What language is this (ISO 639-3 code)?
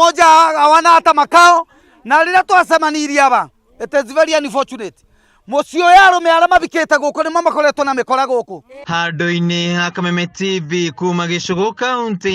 kik